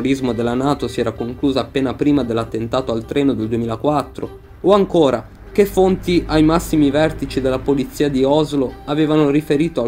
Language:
Italian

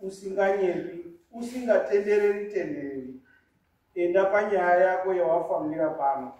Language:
Shona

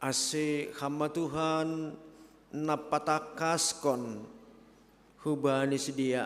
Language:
Batak Simalungun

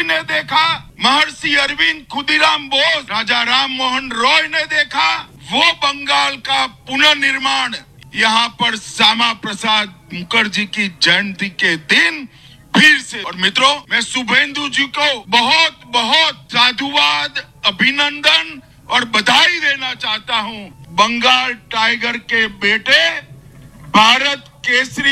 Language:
Hindi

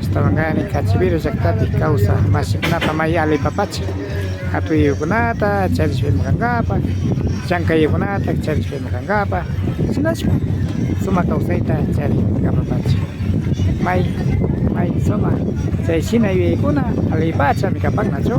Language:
Imbabura Highland Quichua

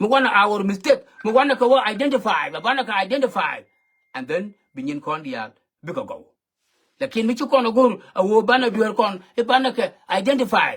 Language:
Nuer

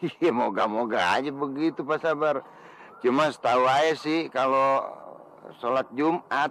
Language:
Betawi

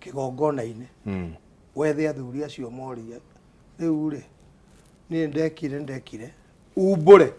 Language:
Kikuyu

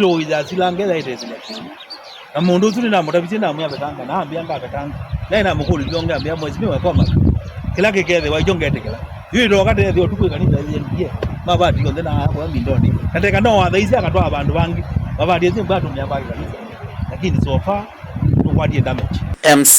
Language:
Kamba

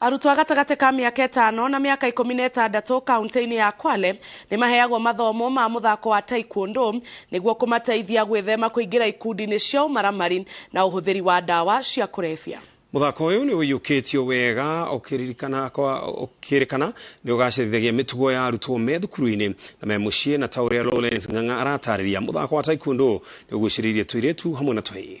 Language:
Kikuyu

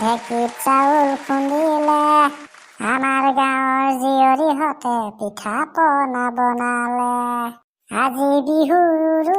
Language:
Assamese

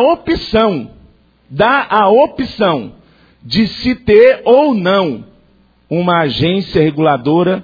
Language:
Portuguese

